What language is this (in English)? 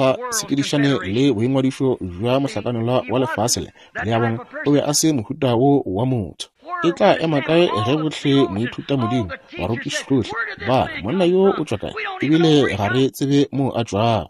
Northern Sotho